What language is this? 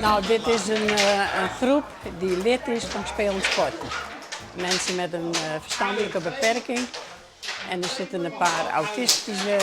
Western Frisian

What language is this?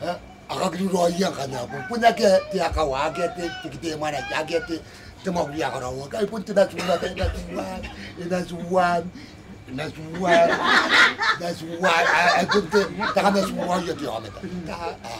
Gilbertese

